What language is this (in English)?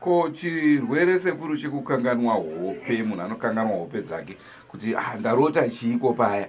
Shona